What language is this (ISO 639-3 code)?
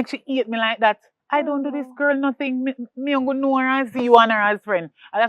jam